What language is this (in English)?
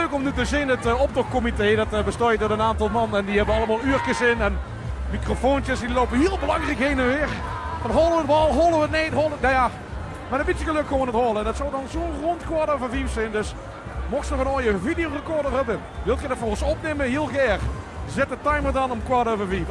Limburgish